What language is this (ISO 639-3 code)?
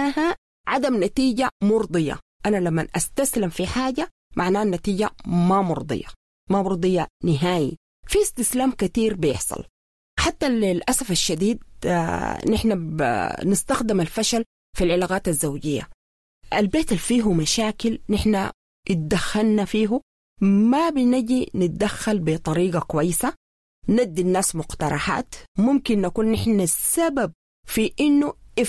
apd